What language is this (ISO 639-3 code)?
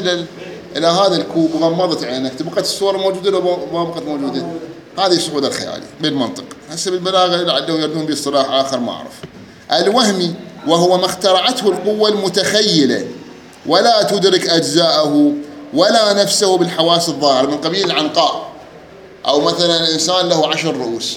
acm